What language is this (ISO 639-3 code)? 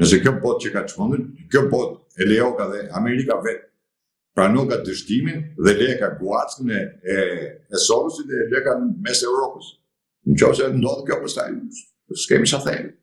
sqi